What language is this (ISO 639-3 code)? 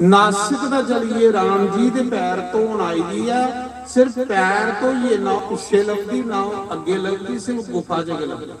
doi